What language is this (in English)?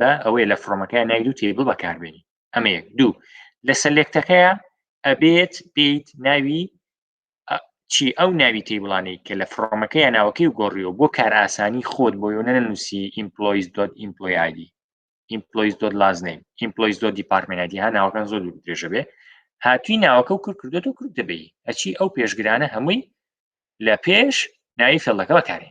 Central Kurdish